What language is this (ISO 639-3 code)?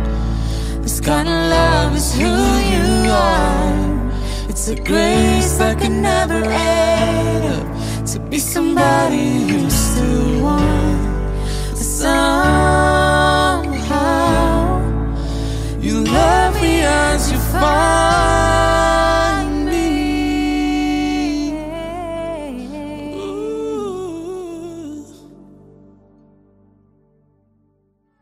eng